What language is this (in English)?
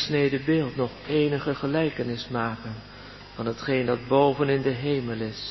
Dutch